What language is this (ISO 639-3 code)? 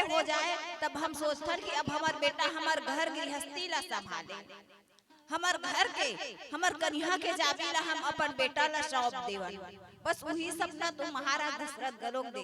hne